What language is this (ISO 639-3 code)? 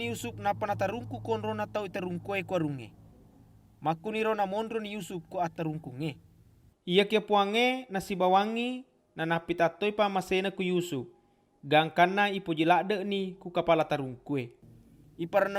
bug